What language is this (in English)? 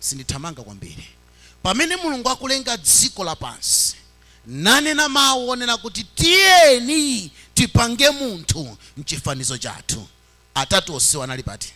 Nyanja